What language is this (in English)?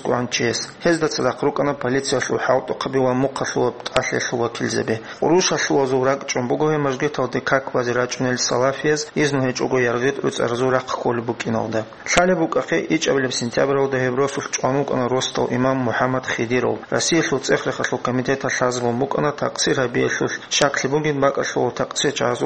Avaric